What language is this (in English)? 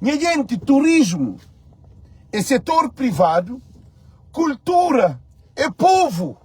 Kabuverdianu